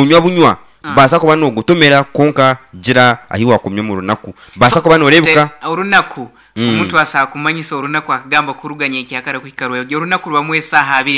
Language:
Nyankole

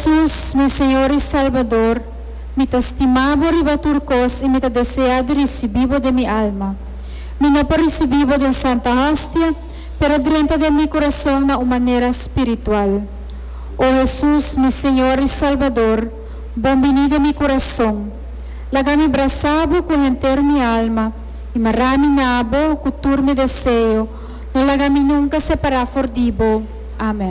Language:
Papiamento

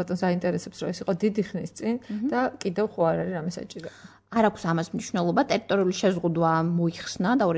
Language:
Georgian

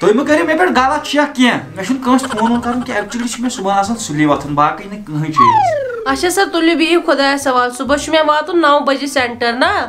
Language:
Kashmiri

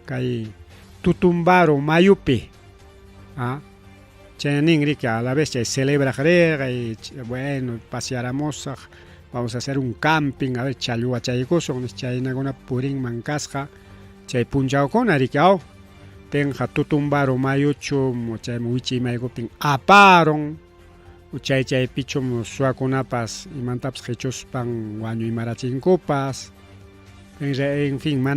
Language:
Ayacucho Quechua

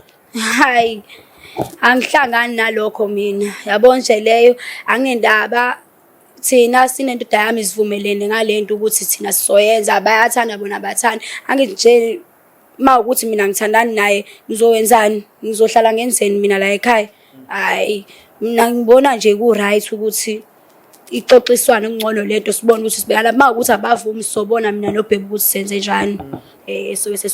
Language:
Zulu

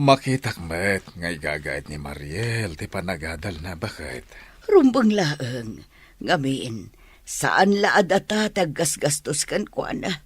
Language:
Iloko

